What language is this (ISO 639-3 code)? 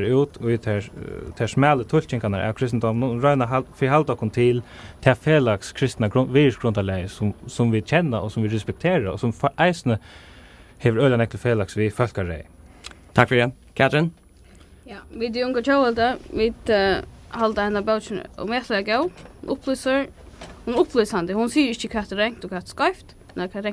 fao